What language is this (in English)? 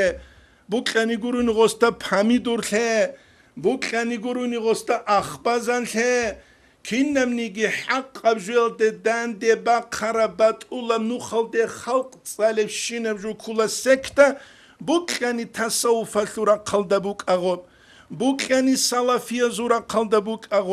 Avaric